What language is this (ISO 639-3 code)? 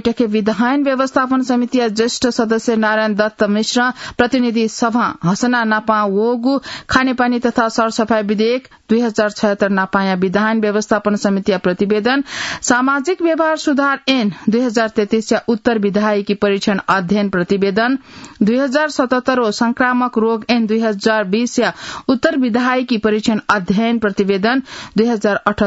new